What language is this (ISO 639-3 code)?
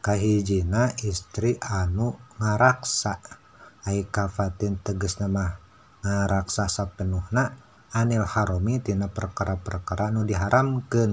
sun